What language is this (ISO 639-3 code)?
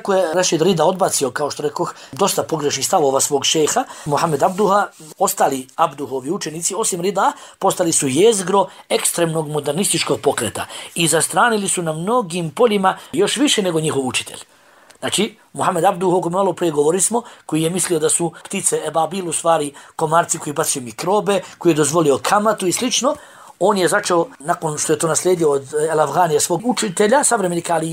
bos